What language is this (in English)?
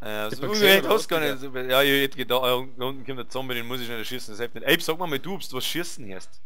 Bavarian